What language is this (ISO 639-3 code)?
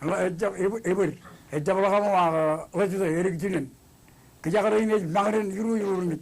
mah